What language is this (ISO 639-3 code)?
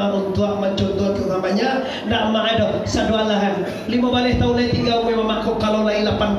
min